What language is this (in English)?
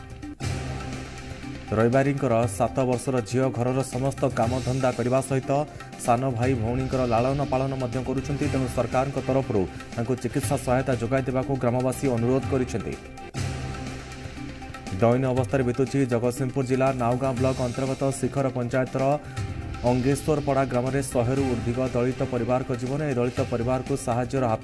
Odia